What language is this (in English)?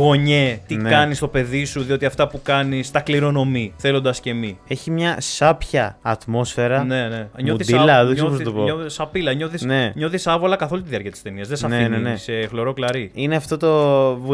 Greek